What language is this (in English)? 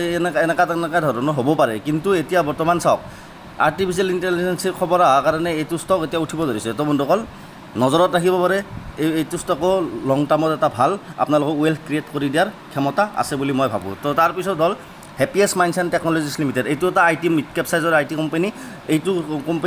Assamese